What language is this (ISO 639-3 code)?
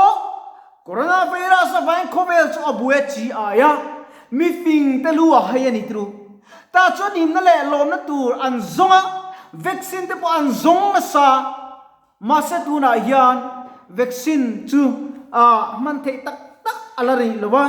lus